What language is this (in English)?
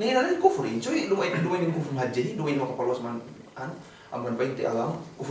Yakan